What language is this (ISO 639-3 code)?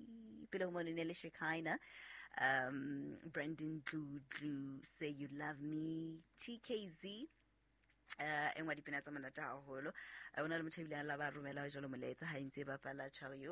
sot